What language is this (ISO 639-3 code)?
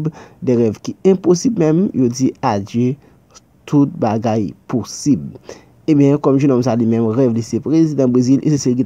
hat